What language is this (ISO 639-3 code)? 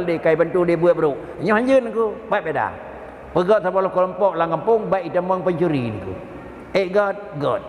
ace